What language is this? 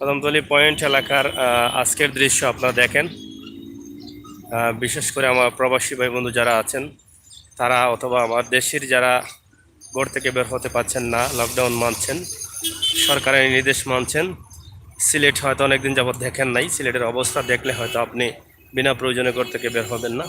Sylheti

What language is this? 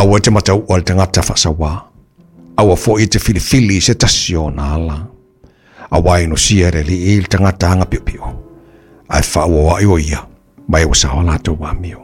Samoan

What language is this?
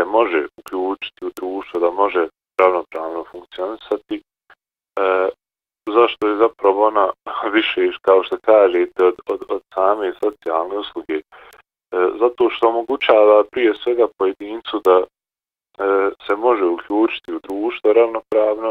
Bosnian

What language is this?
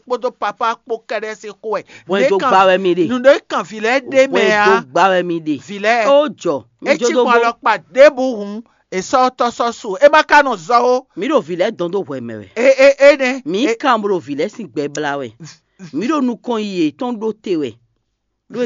Fon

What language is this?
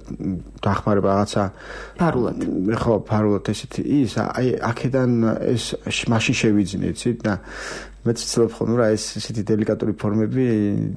Georgian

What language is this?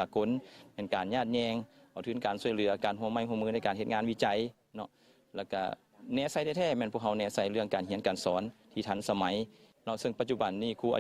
Lao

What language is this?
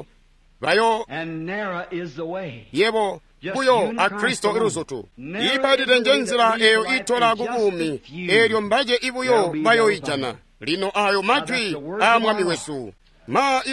Tonga (Zambia)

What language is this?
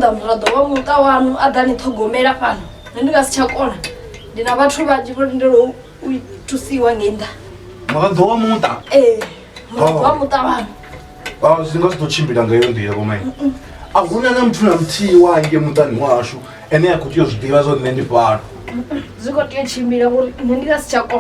Venda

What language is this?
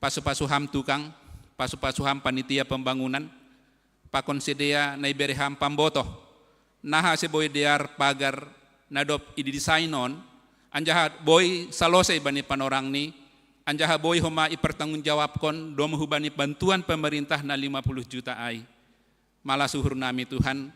Batak Simalungun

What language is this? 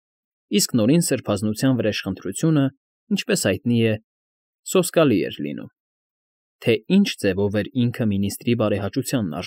Armenian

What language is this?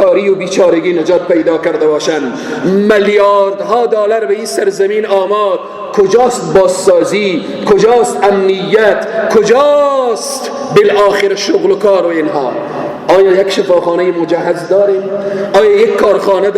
Persian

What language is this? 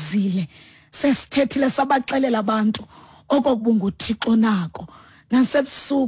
Xhosa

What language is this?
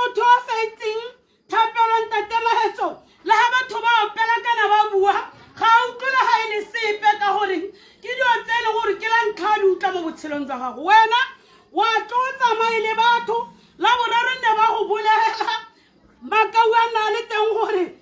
Tswana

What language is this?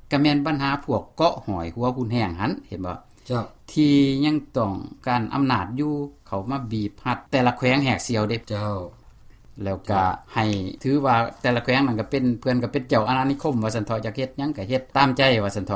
Lao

